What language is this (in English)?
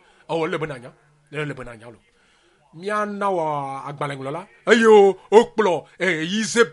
Ewe